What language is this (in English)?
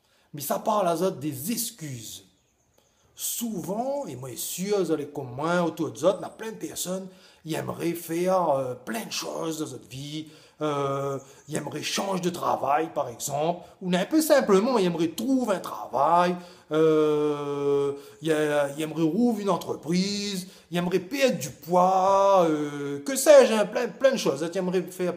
Réunion Creole French